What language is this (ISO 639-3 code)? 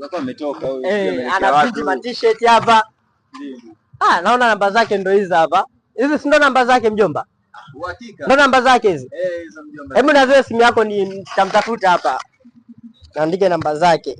swa